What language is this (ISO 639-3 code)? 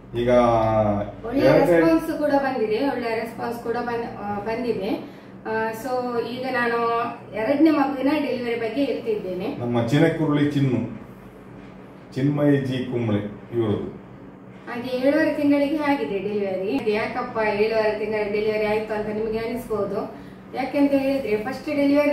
kan